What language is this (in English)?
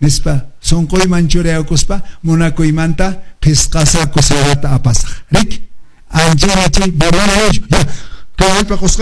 Quechua